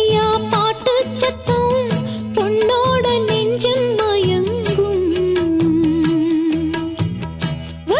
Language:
Tamil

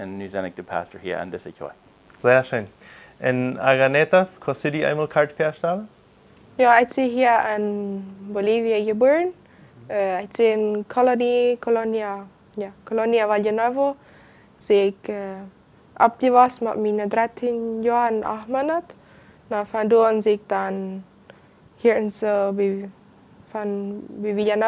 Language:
Plautdietsch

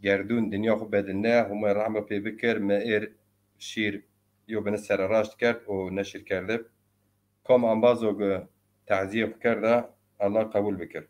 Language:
Zaza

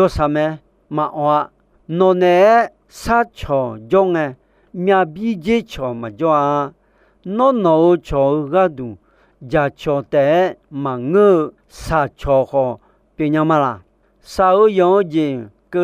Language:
Akha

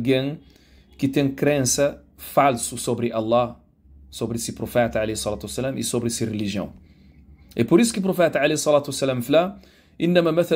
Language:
Kabuverdianu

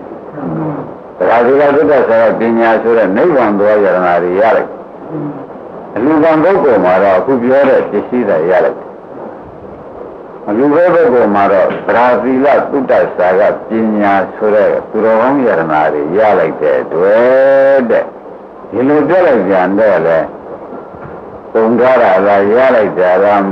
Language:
Burmese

